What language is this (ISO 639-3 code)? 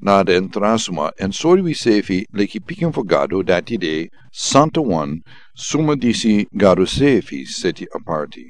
srn